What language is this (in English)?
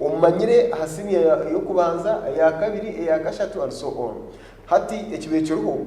Nyankole